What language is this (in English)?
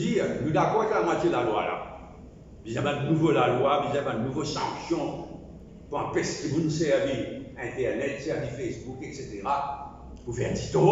Morisyen